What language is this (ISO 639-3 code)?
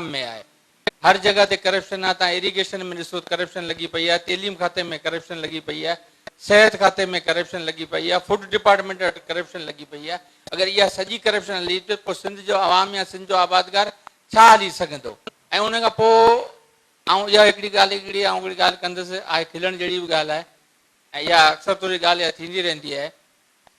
snd